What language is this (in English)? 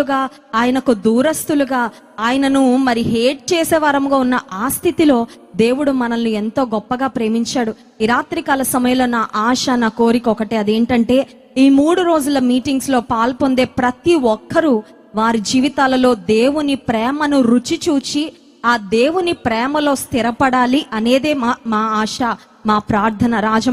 Telugu